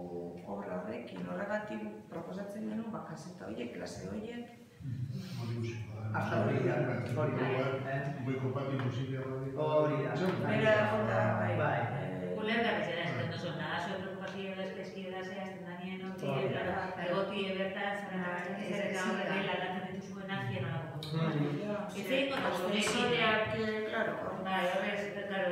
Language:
Basque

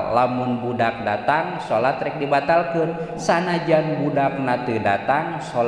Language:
Sundanese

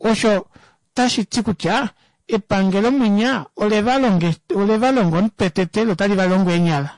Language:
Kuanyama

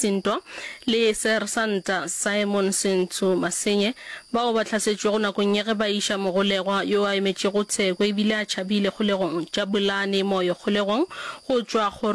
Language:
Northern Sotho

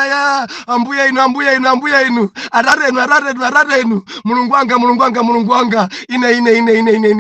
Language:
Nyanja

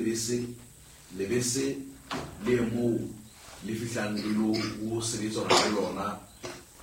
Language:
Southern Sotho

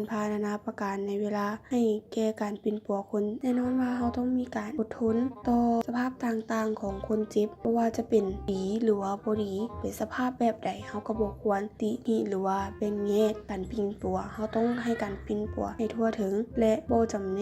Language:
Lao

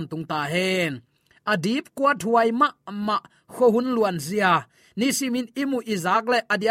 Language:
Tedim Chin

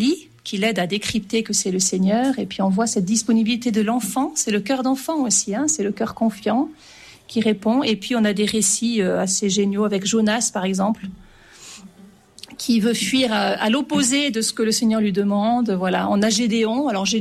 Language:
French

